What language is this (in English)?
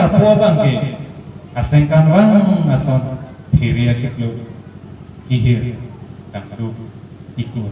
Karbi